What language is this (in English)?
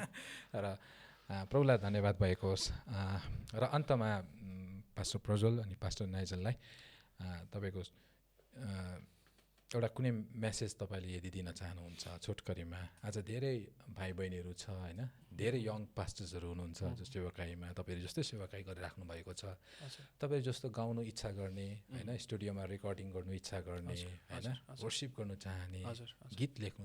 Nepali